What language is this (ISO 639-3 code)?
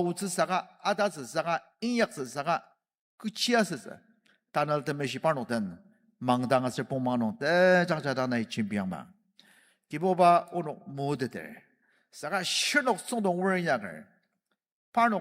njo